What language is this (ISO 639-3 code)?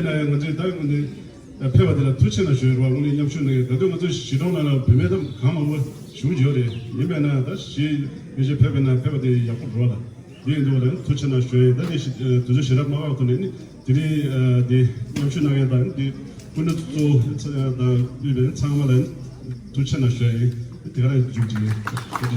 bod